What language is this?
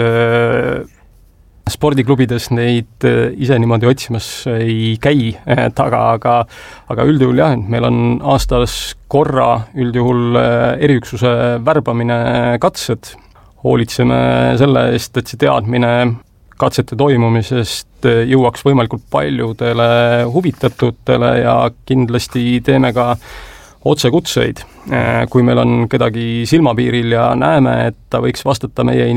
Estonian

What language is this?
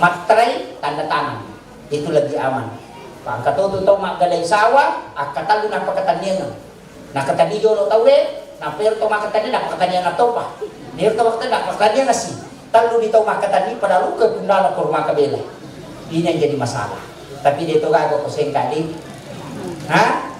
Buginese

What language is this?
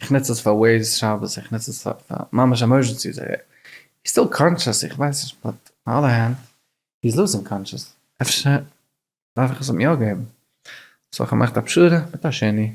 Yiddish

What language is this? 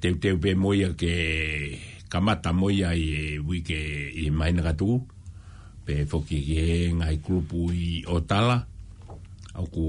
Tongan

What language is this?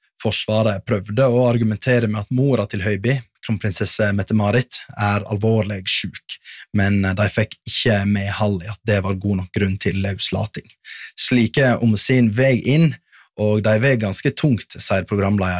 Norwegian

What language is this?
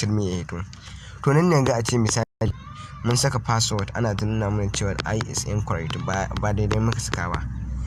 Hausa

